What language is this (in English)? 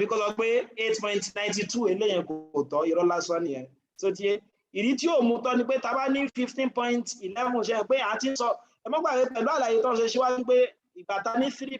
Yoruba